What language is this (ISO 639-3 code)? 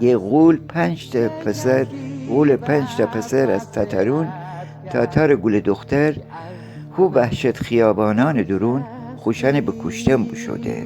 glk